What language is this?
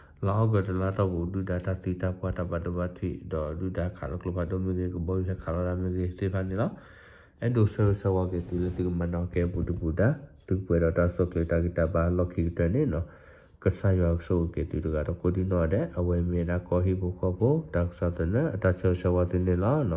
S'gaw Karen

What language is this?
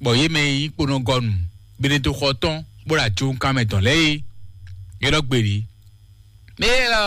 Fon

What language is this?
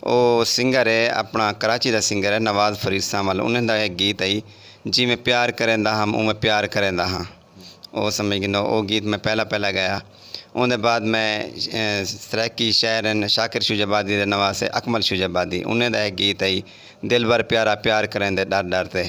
Saraiki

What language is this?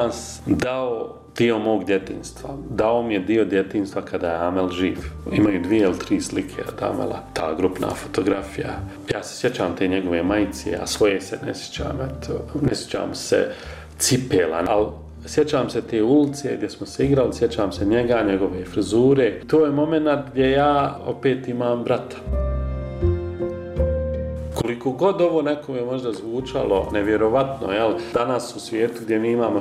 Bosnian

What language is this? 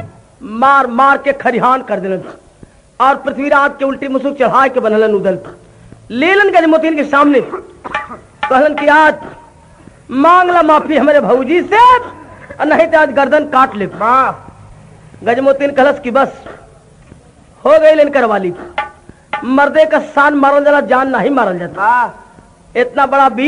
Bhojpuri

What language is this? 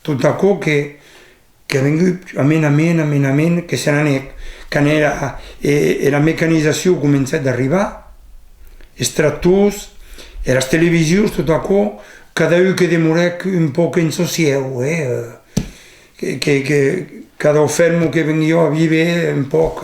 Occitan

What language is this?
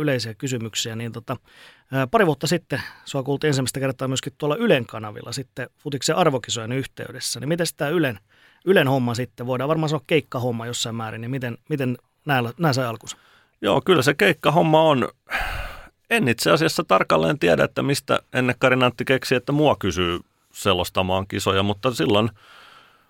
Finnish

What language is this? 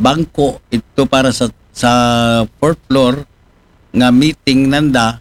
Aklanon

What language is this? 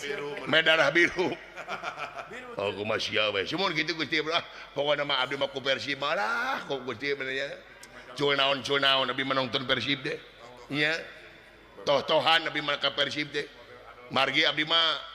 Sundanese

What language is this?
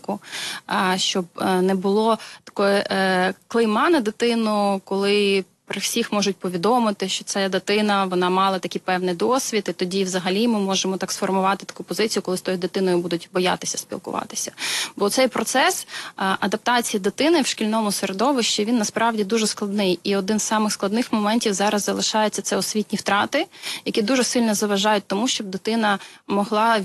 Ukrainian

